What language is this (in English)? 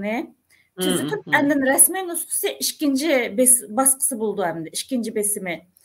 Uyghur